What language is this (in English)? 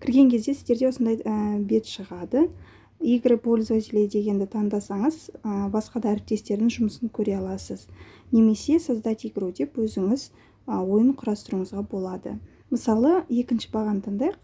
Kazakh